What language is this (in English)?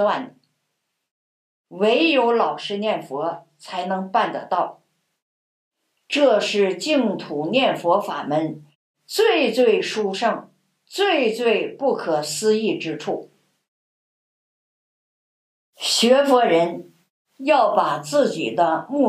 Chinese